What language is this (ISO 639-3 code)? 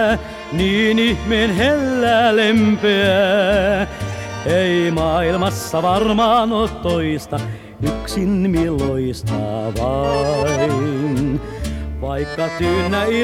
fin